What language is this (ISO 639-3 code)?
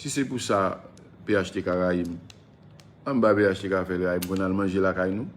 hat